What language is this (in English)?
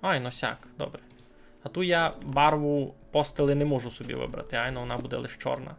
Rusyn